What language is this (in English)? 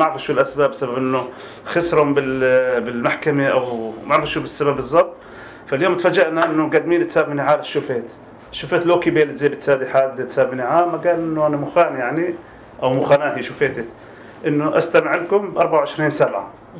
North Levantine Arabic